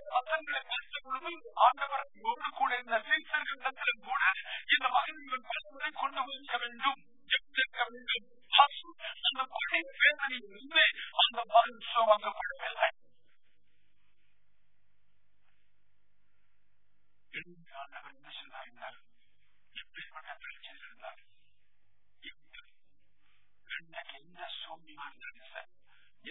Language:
Tamil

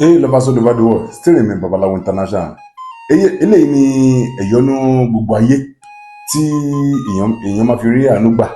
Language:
Yoruba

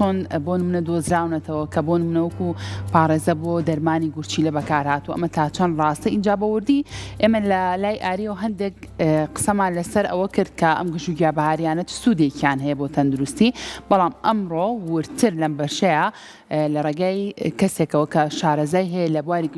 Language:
Central Kurdish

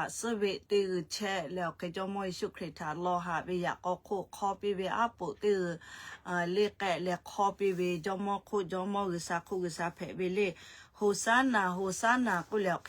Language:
Lahu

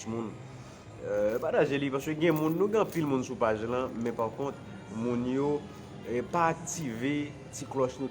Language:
Haitian Creole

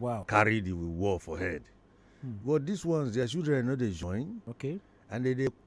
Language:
Nigerian Pidgin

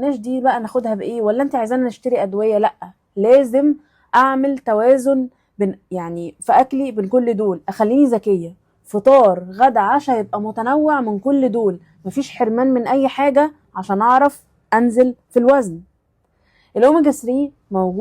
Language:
Egyptian Arabic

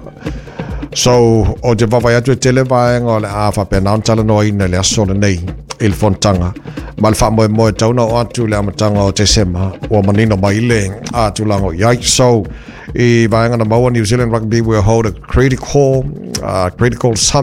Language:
Samoan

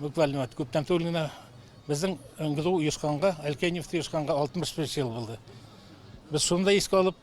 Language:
Tatar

